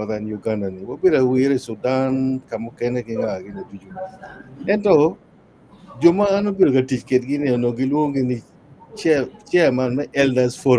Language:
Acoli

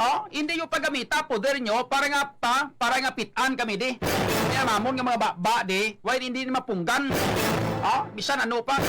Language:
Hiligaynon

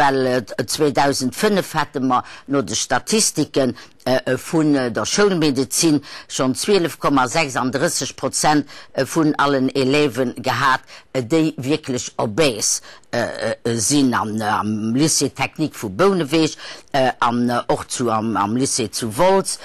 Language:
Luxembourgish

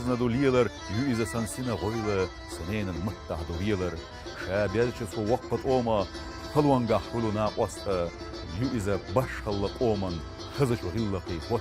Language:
Chechen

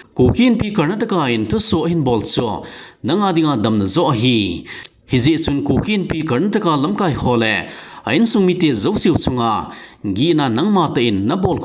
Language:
Thado Chin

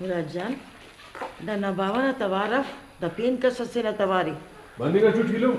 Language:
Brahui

